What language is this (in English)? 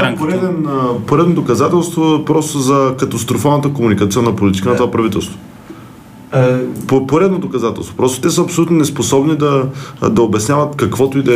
Bulgarian